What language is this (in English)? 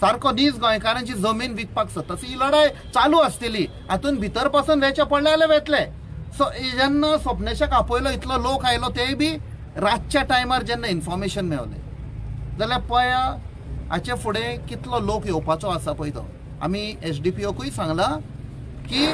Konkani